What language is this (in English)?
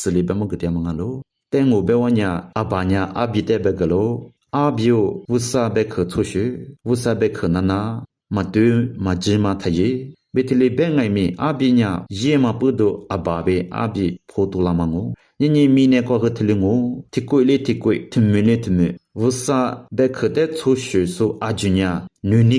Lisu